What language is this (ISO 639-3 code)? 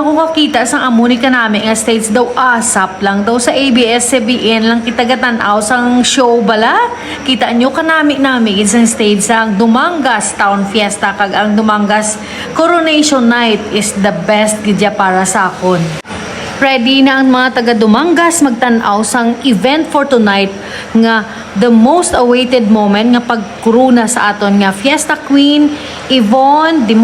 hil